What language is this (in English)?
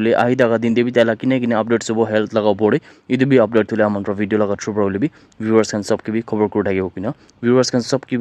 Naga Pidgin